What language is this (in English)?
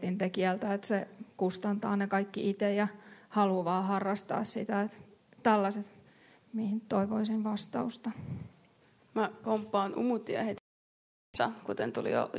Finnish